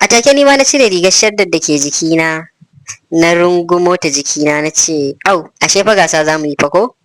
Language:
Hausa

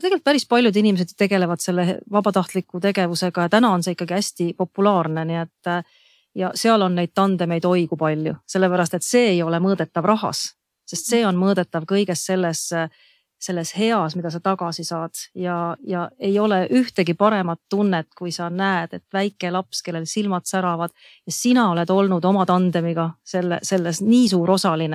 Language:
Estonian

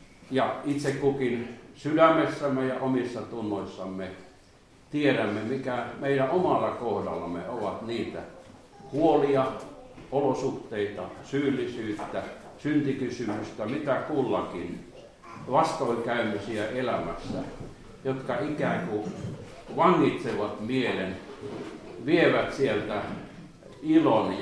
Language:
Finnish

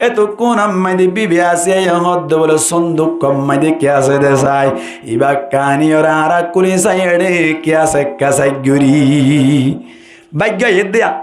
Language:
Rohingya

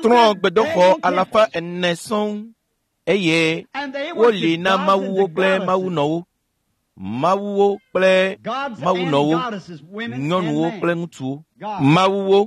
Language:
Ewe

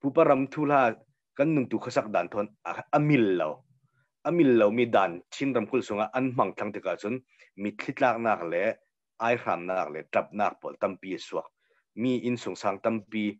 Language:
Hakha Chin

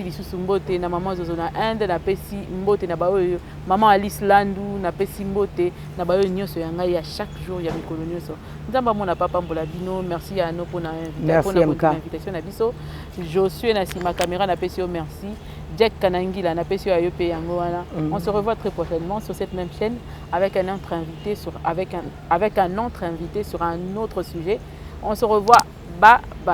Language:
Lingala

